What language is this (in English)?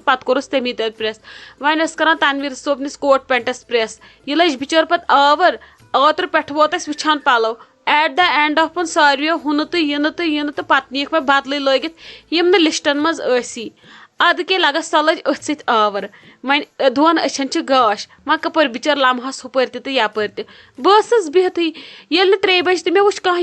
Kashmiri